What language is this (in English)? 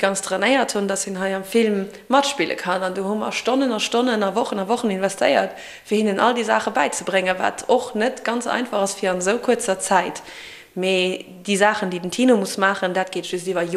Luxembourgish